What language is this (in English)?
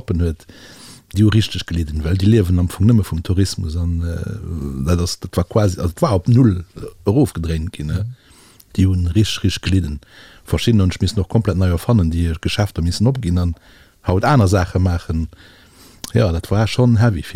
Luxembourgish